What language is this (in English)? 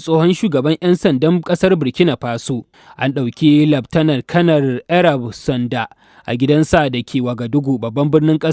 Hausa